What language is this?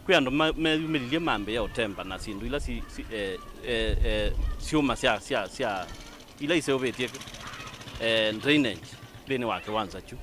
Kamba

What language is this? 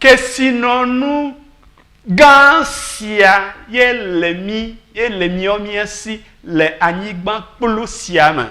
Ewe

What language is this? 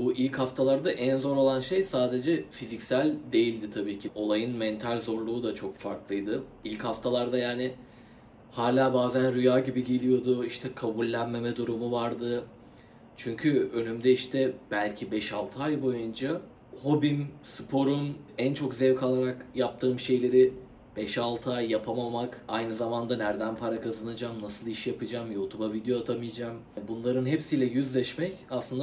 Turkish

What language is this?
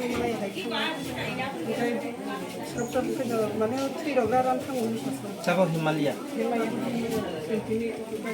Kok Borok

